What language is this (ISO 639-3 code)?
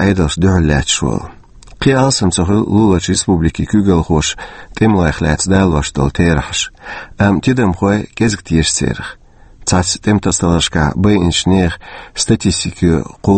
che